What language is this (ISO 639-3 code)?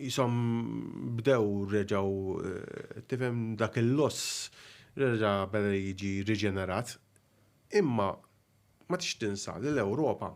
mlt